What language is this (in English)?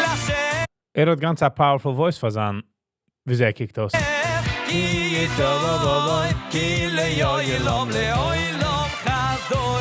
Yiddish